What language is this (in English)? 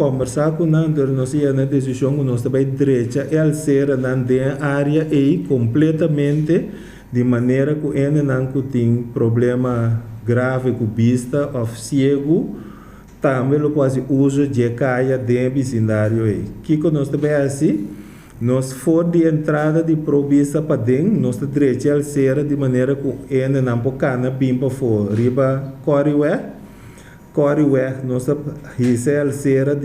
Papiamento